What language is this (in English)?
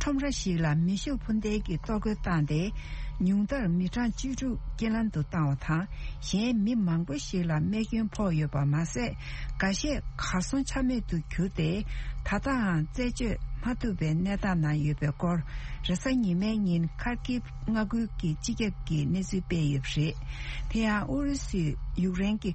Tibetan